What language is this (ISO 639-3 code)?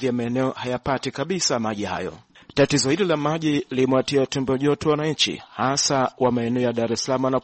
swa